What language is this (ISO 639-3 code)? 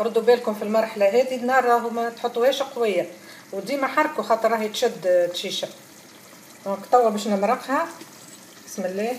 aeb